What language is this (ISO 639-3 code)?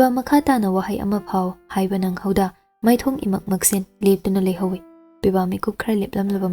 mni